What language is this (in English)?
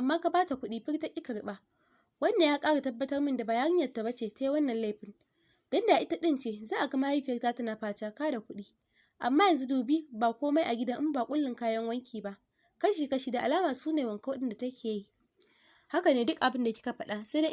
Hausa